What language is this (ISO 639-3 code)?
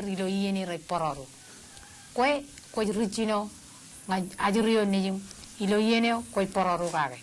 mah